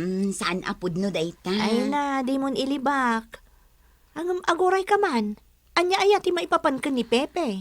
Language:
Iloko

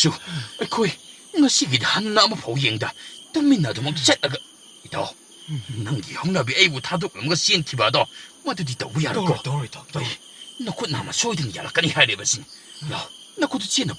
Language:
Manipuri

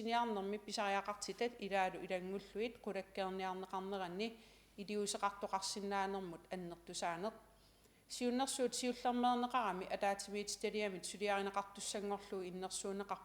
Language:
Kalaallisut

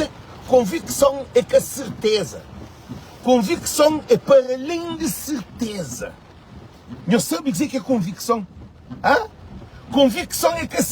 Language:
Kabuverdianu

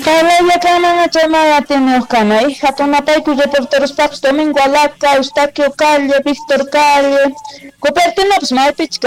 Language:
South Bolivian Quechua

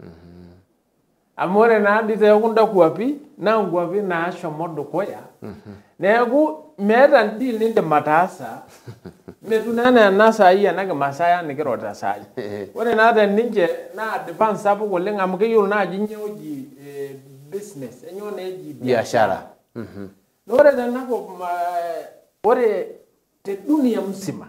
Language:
Masai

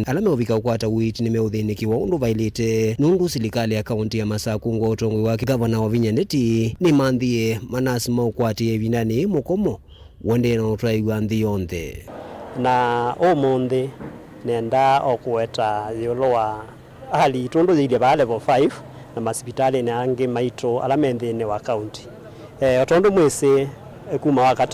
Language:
Kamba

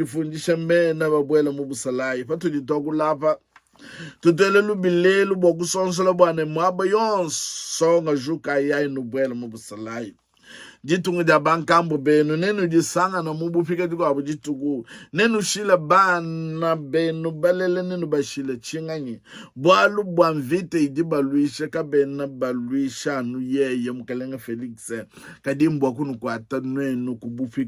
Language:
Luba-Lulua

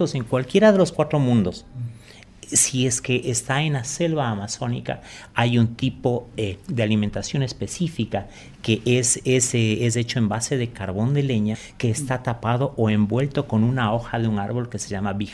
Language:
Spanish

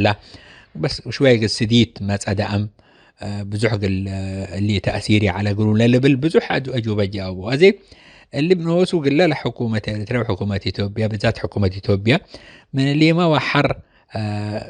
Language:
Tigre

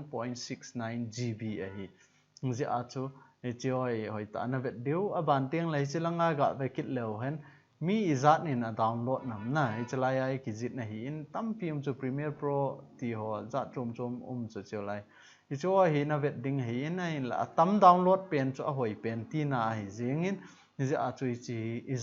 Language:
Thado Chin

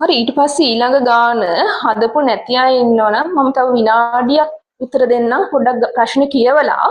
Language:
Sinhala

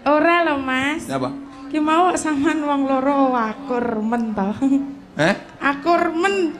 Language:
Javanese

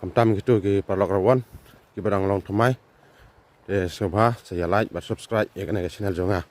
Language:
Khasi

